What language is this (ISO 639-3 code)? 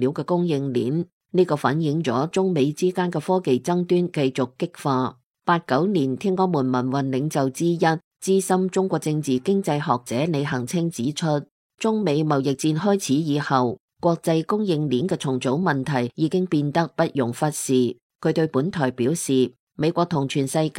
yue